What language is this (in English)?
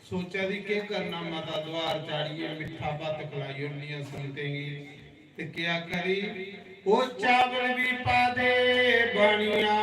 Dogri